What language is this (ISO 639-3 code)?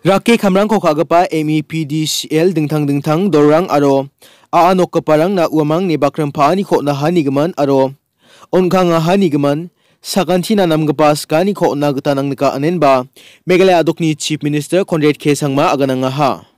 grt